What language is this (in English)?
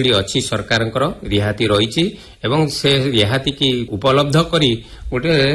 Odia